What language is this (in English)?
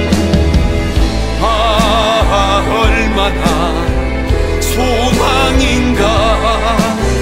Korean